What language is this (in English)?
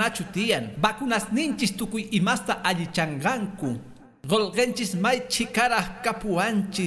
Quechua